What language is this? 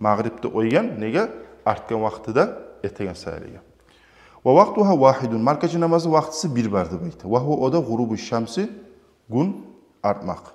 Kumyk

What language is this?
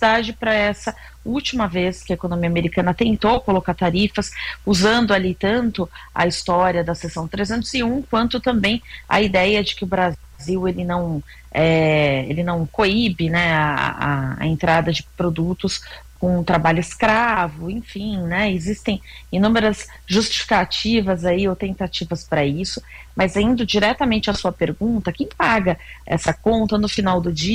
Portuguese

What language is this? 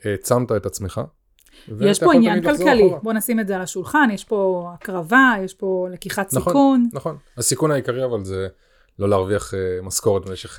Hebrew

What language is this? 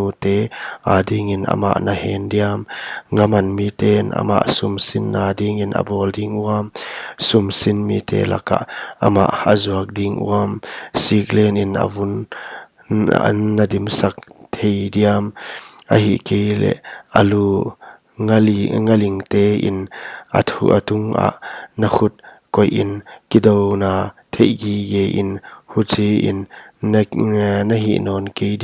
Paite Chin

